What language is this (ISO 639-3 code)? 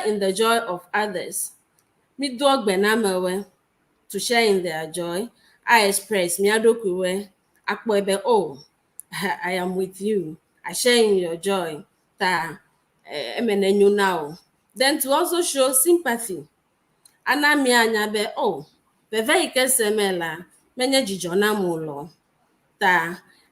ewe